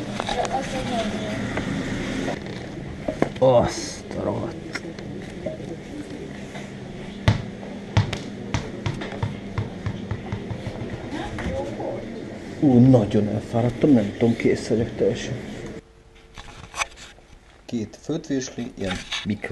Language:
Hungarian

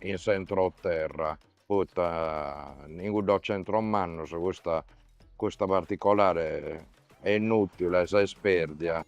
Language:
Sardinian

